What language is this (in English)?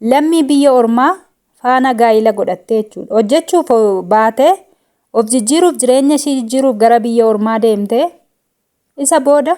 Oromo